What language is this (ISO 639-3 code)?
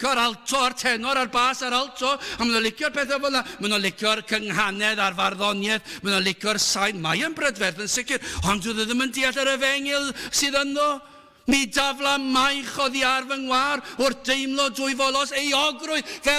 cym